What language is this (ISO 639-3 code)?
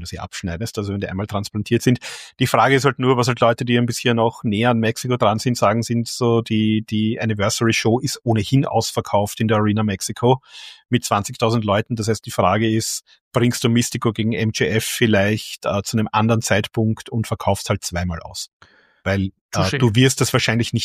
deu